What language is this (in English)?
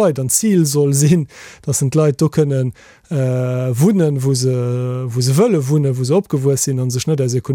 Luxembourgish